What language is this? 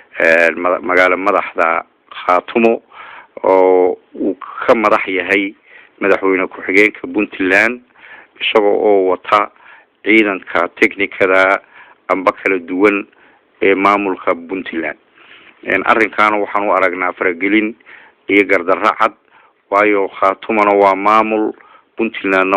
Somali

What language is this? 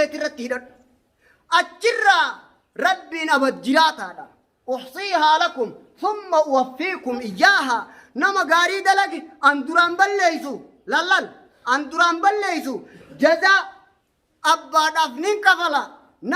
Oromo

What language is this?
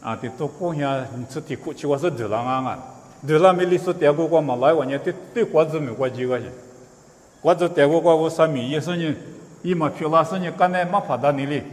Lisu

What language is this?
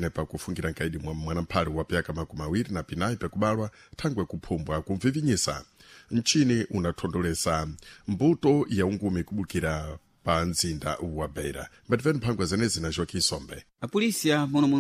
Sena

